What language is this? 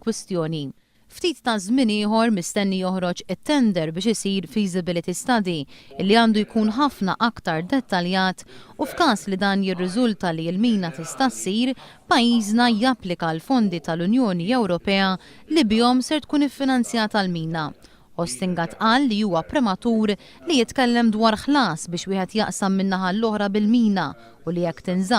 Maltese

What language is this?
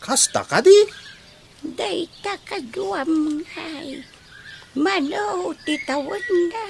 Iloko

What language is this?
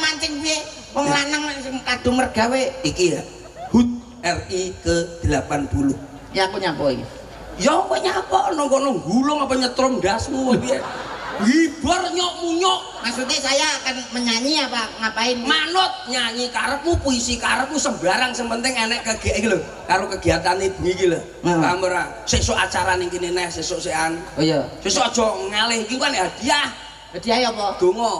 Javanese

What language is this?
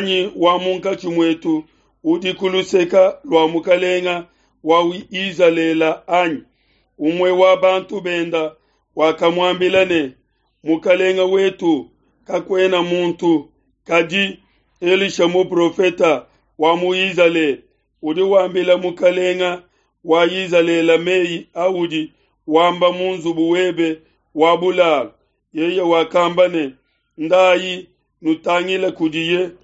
Luba-Lulua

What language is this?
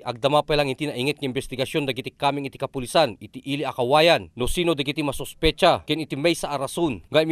Iloko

